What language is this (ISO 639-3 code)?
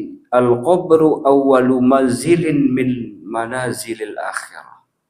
sas